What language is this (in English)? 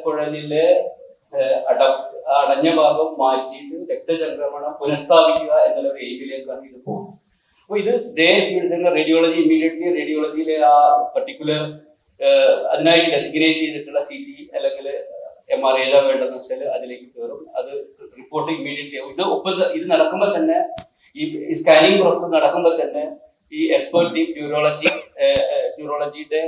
Malayalam